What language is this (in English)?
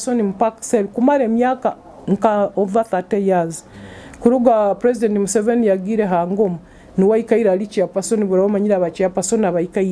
Nyoro